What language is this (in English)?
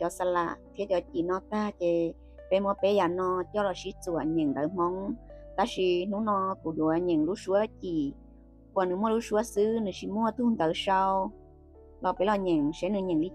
Hmong